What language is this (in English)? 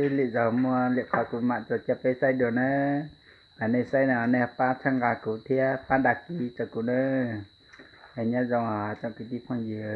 Hmong